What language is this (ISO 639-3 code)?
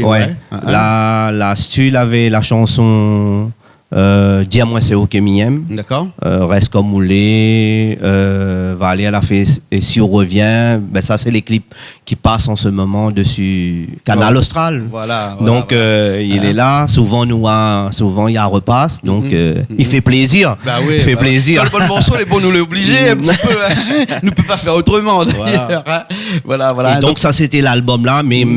rcf